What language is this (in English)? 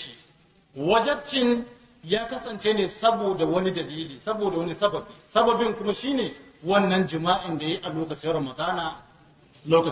Hausa